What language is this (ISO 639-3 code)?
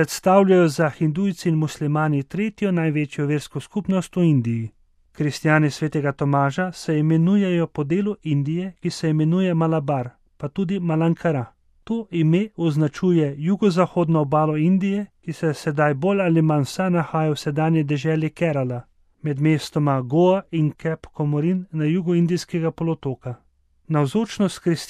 slv